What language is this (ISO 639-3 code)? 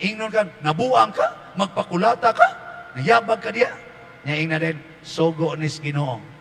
ceb